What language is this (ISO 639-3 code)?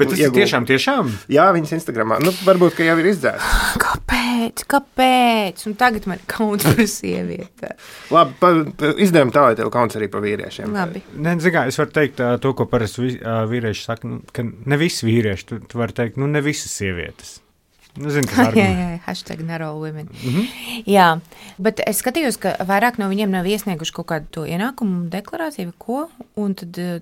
lav